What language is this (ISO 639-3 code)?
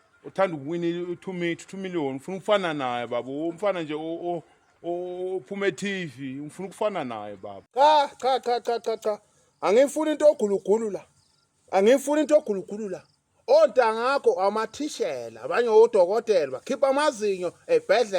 zul